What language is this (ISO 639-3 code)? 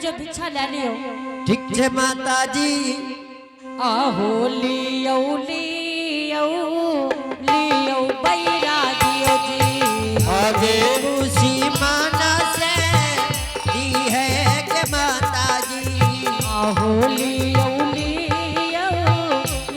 anp